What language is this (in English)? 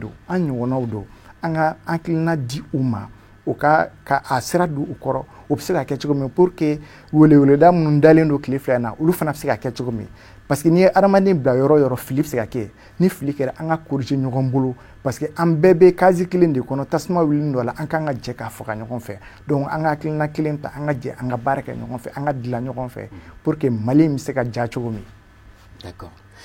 Bambara